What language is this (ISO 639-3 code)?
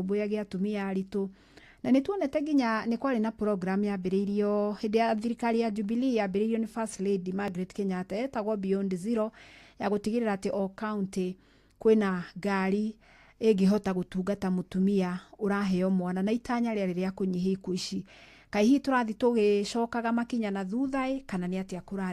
kik